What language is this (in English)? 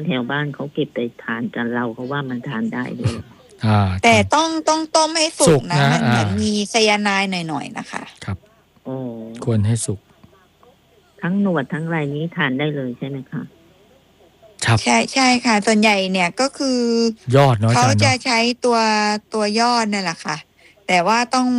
Thai